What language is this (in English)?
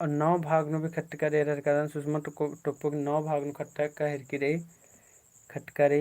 Kurukh